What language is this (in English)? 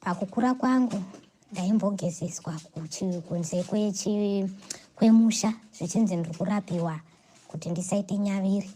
Shona